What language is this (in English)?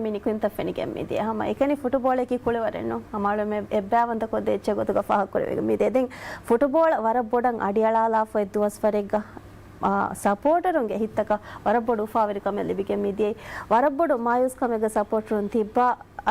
Divehi